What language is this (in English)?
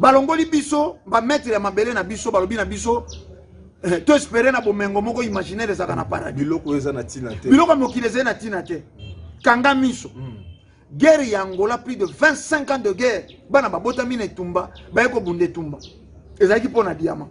Lingala